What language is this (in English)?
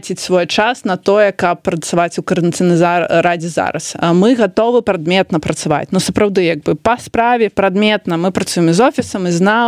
Belarusian